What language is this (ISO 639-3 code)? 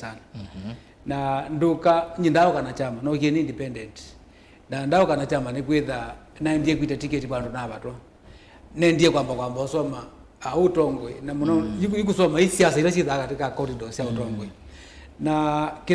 kam